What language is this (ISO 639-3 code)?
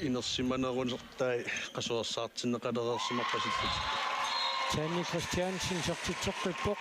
kal